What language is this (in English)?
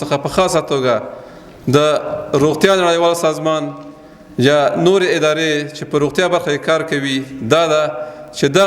Pashto